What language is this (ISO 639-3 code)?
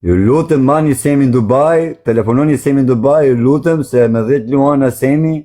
sqi